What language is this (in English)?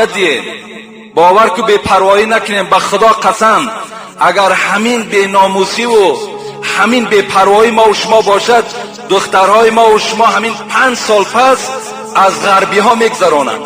Tajik